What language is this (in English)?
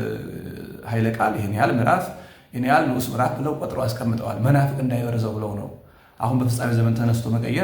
Amharic